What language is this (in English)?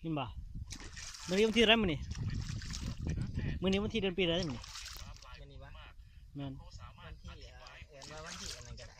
Lao